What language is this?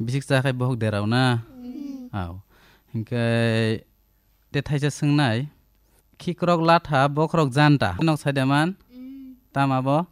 Kok Borok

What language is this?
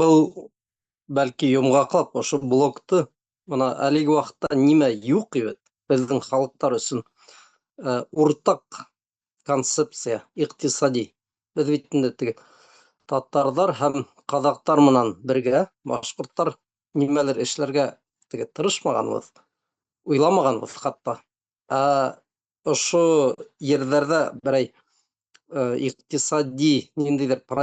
Bashkir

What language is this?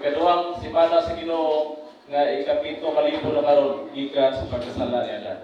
Cebuano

